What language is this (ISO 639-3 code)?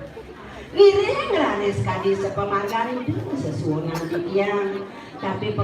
ban